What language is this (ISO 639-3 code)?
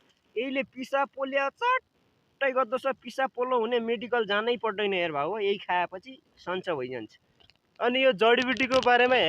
nep